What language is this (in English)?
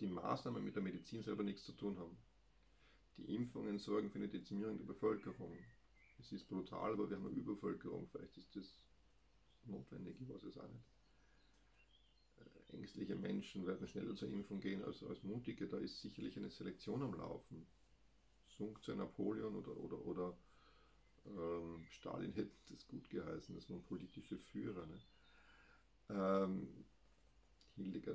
German